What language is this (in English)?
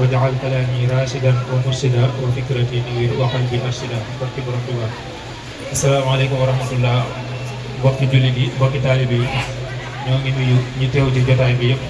Wolof